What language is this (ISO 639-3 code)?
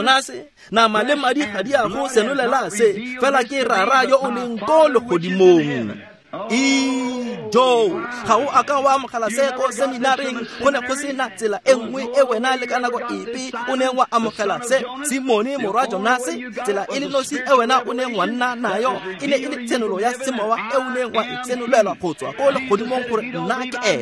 tsn